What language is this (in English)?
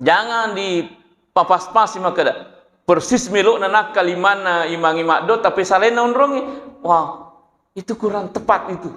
Buginese